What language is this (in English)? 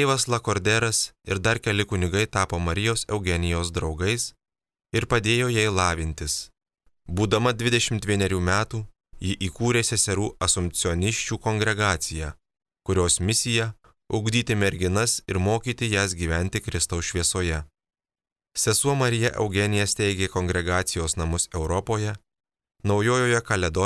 Lithuanian